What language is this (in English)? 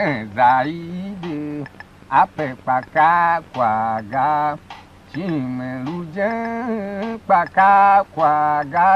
Tiv